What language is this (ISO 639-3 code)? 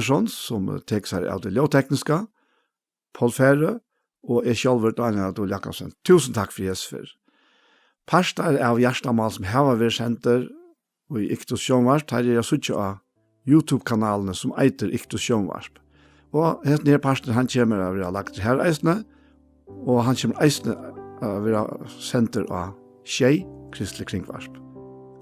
fao